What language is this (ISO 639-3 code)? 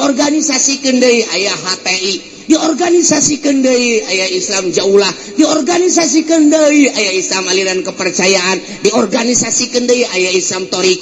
sun